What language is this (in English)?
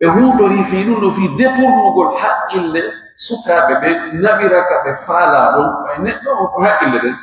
Pular